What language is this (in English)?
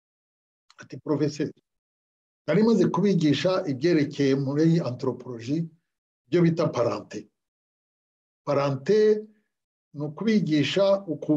Kinyarwanda